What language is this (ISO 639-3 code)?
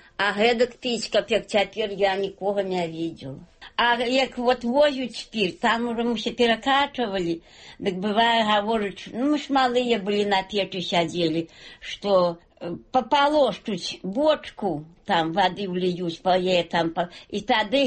bel